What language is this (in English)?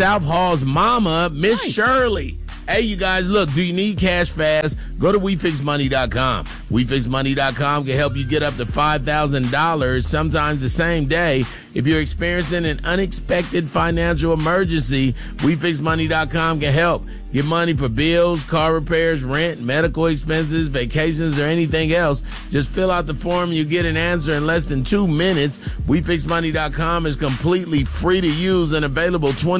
English